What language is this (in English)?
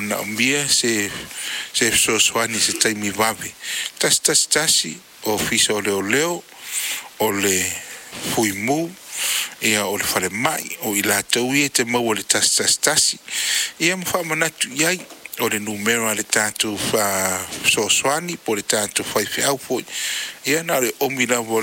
Samoan